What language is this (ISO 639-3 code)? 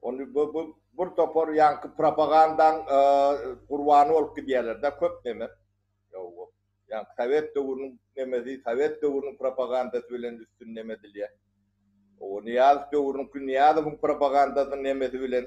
tuk